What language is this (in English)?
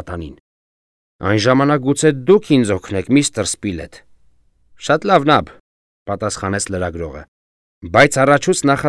Armenian